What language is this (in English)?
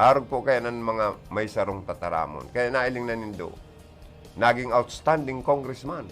Bikol